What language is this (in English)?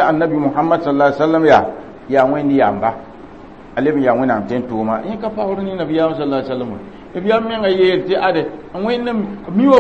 Mossi